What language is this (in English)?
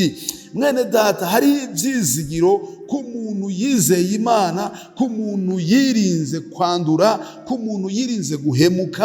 Rundi